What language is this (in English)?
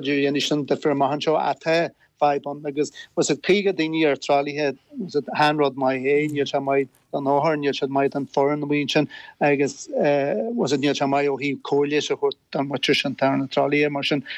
Irish